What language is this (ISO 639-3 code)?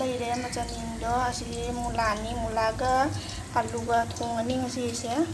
mni